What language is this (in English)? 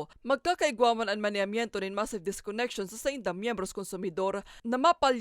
Bikol